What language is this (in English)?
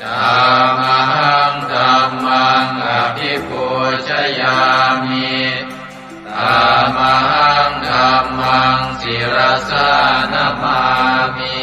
Pali